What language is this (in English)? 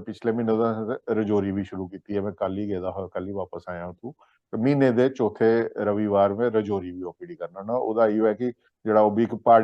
Dogri